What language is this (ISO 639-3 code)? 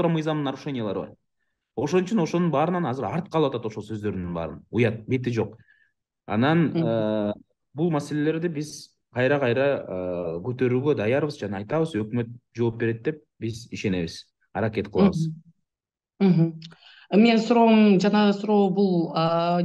kir